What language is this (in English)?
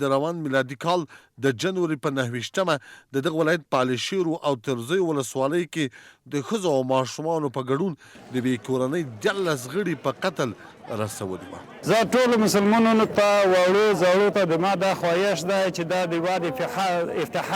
Pashto